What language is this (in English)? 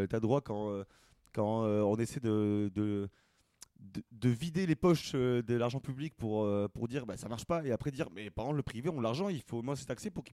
French